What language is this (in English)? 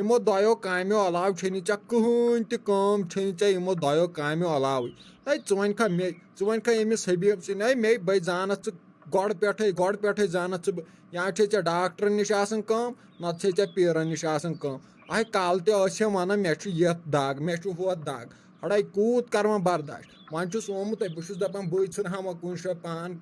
Kashmiri